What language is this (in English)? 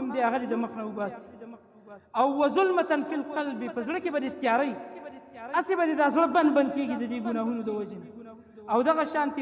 Pashto